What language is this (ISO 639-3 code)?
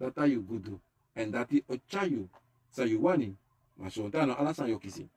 srn